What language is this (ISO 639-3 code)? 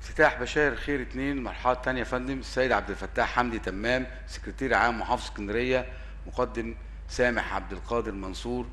arz